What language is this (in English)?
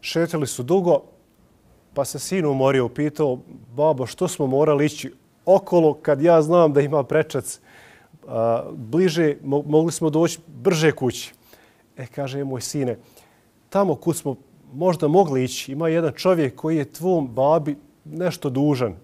Bosnian